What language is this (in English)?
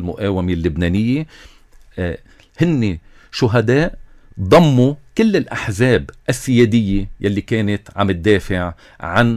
North Levantine Arabic